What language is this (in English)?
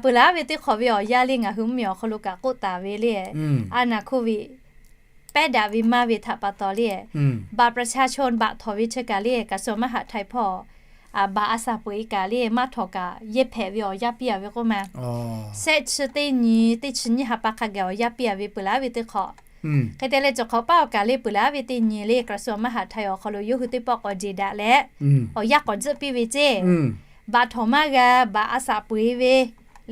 Lahu